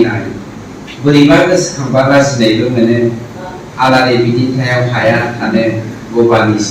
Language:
Bodo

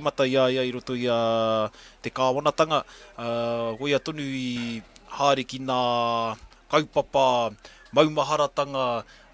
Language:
Māori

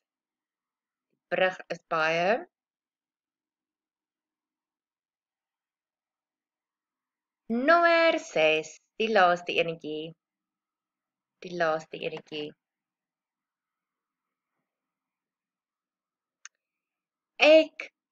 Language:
Afrikaans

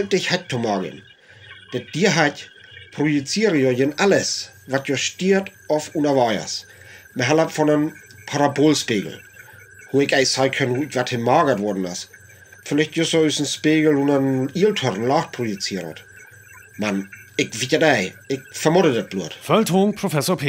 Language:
Northern Frisian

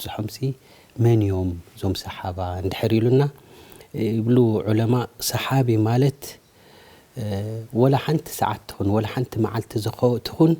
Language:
Tigrinya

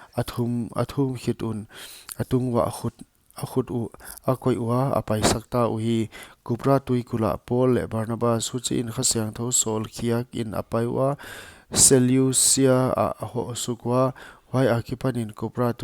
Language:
Paite Chin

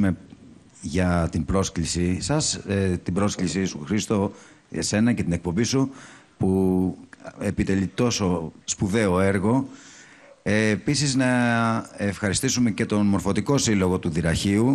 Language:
Greek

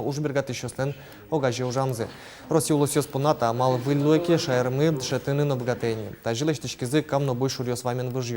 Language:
Udmurt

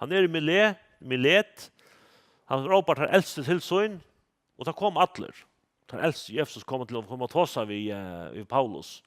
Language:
Faroese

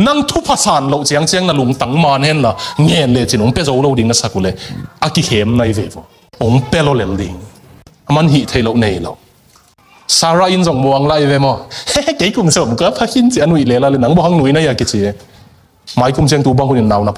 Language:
Tedim Chin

